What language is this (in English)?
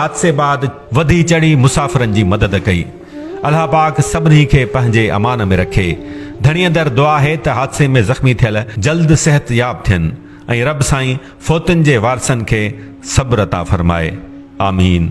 Sindhi